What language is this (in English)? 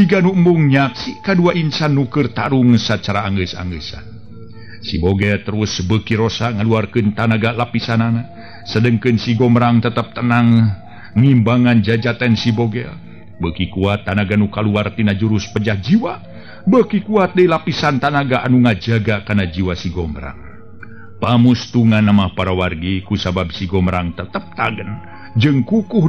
Sundanese